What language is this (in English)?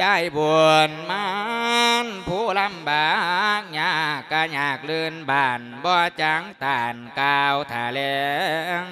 Lao